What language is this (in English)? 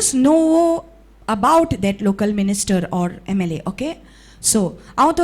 Konkani